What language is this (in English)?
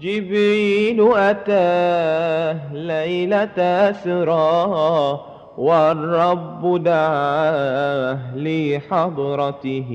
Madurese